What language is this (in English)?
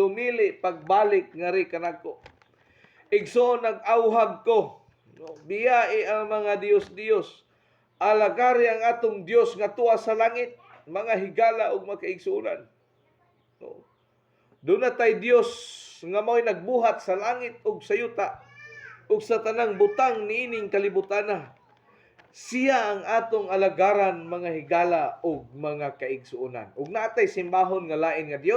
Cebuano